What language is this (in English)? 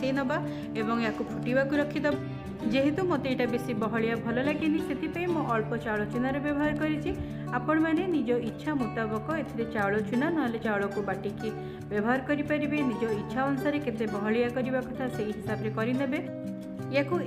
Odia